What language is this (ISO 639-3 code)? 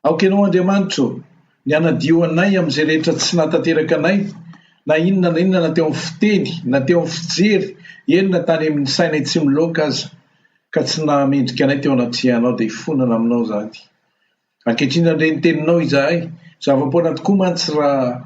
mlg